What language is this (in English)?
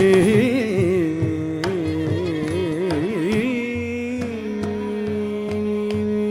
Tamil